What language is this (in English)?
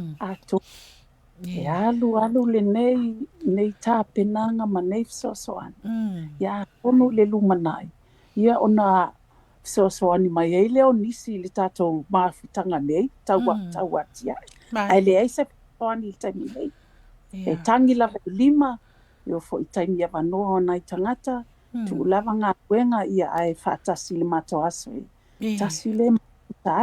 Samoan